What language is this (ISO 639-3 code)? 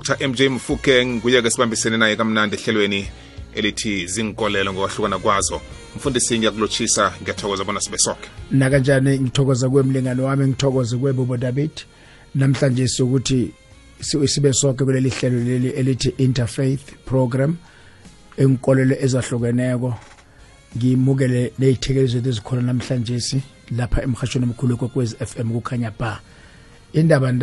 nbl